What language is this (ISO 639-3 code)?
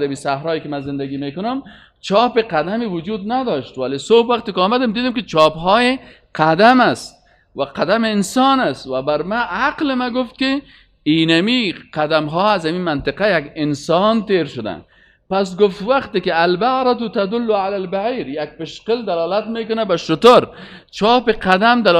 fas